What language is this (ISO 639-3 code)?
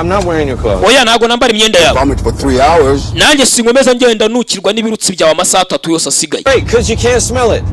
kin